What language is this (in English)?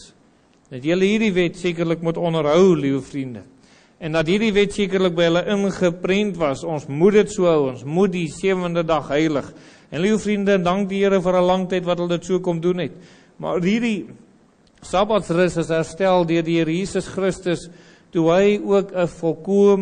Afrikaans